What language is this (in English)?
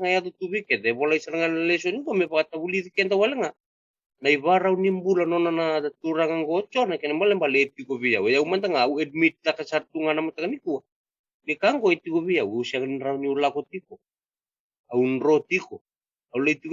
Fijian